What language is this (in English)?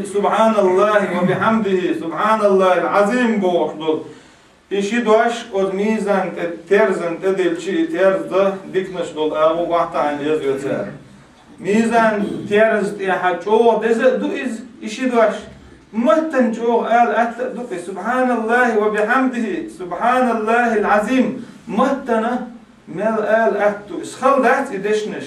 Chechen